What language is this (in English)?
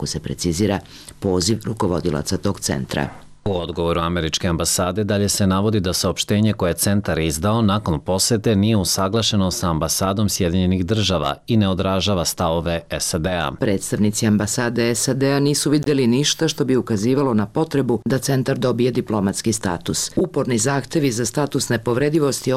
Serbian